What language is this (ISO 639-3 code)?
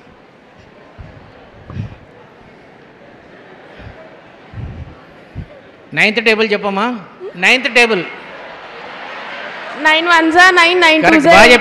tel